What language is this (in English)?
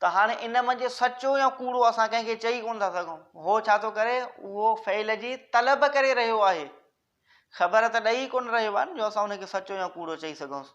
Sindhi